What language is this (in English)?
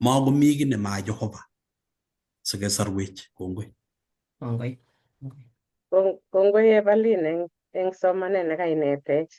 Kalenjin